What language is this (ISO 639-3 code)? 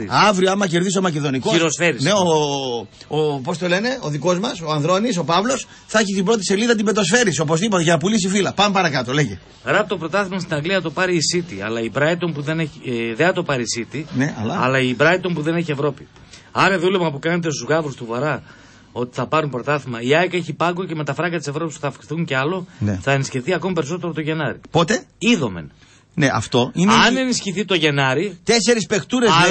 ell